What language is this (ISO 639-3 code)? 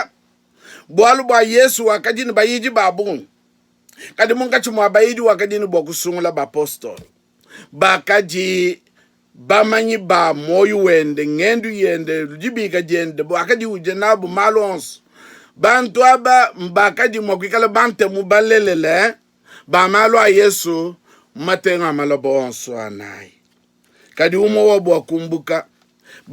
lua